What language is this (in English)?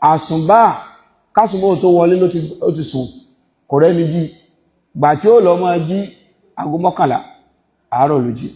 Yoruba